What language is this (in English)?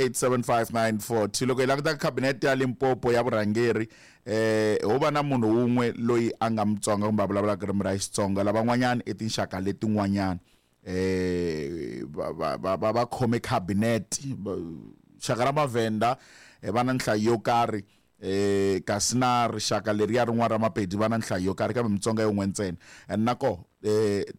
Tsonga